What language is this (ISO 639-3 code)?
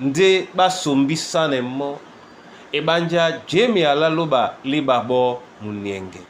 dua